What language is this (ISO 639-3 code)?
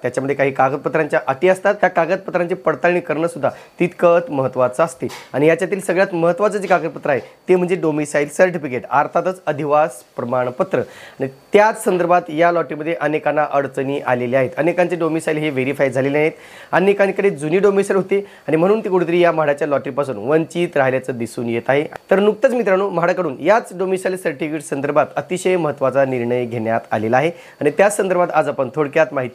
mar